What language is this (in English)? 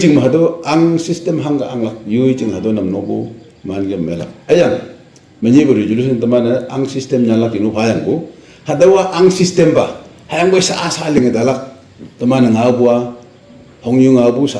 Naga Pidgin